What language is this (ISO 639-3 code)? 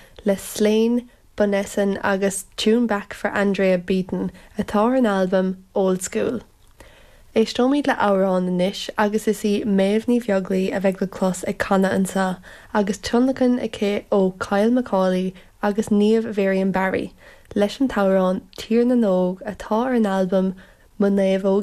gle